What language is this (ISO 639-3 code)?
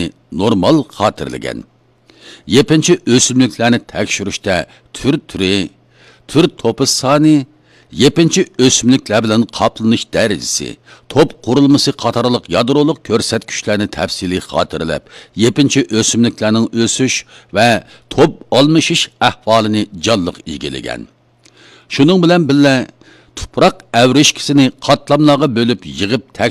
uig